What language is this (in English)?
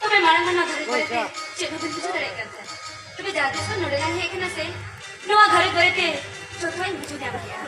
Santali